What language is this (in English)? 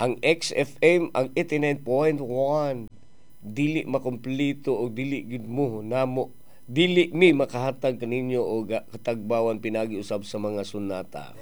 Cebuano